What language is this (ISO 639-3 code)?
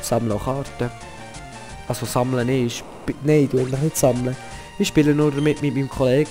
gsw